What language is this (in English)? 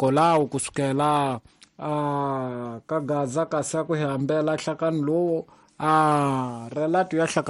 Tsonga